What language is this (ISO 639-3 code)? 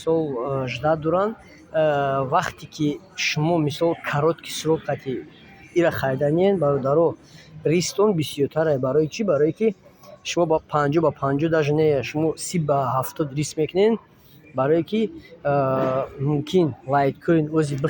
tgk